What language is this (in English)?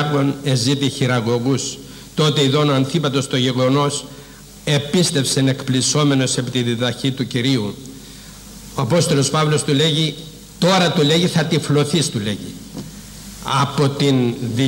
Greek